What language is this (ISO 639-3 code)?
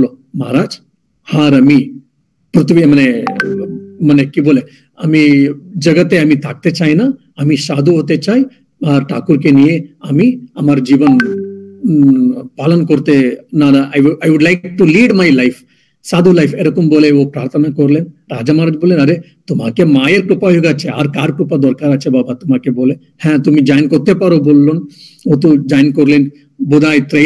ben